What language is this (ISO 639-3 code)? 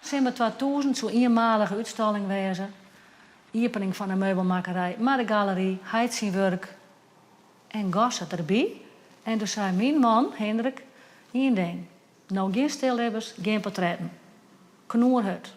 fry